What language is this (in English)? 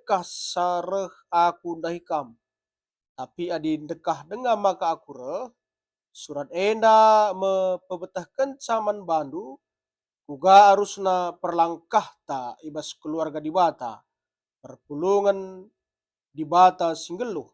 Batak Karo